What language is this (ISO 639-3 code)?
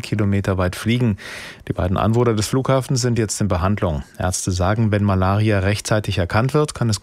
deu